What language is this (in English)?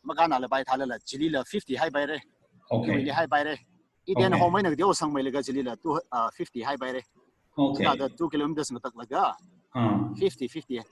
Tangkhul Naga (India)